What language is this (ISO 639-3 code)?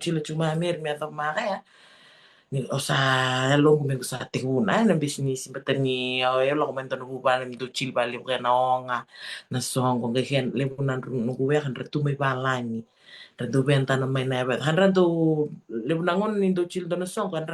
fij